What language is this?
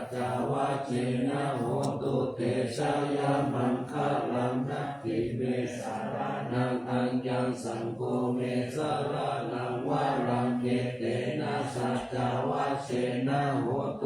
Pali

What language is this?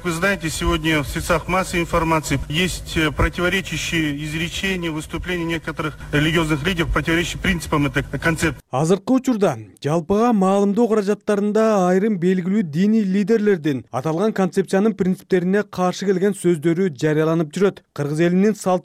Kyrgyz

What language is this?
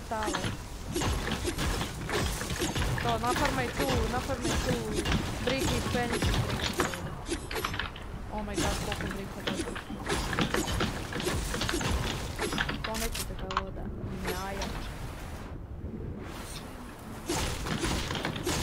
Croatian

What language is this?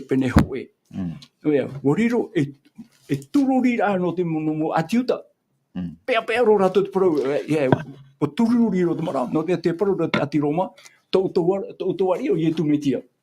Tahitian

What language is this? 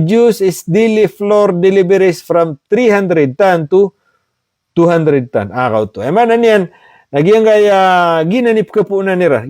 Maranao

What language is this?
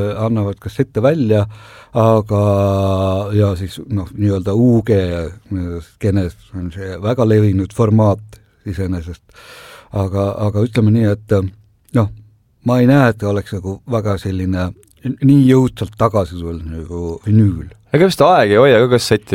Estonian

